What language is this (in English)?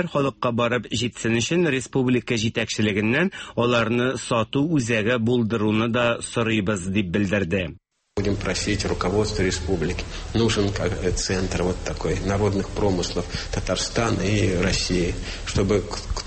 Tatar